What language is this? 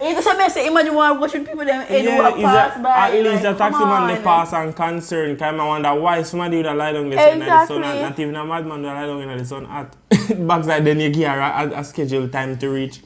Jamaican Creole English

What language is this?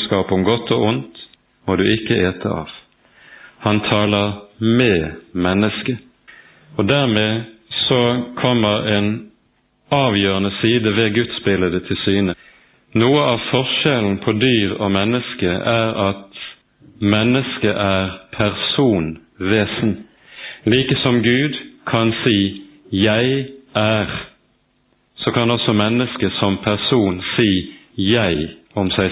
Norwegian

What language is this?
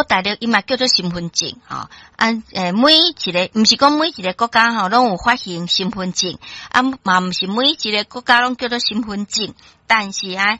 Min Nan Chinese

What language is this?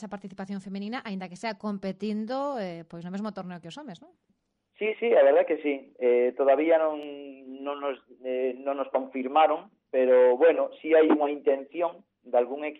Galician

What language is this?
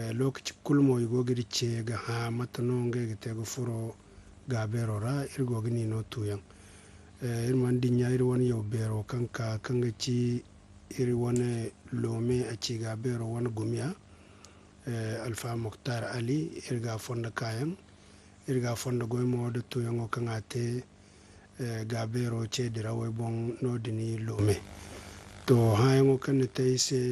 Zarma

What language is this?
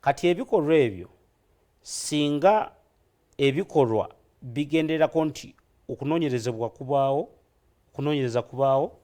Ganda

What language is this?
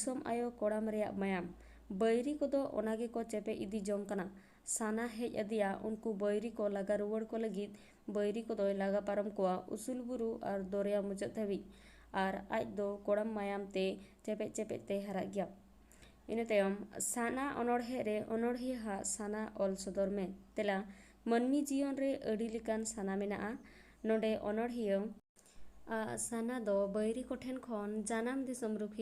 Santali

